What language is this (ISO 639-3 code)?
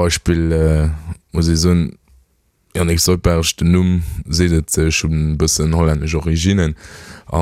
ltz